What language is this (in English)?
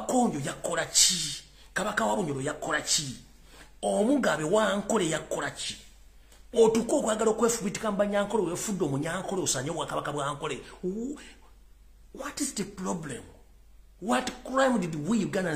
Ganda